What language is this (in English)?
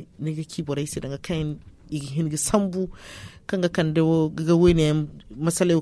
Zarma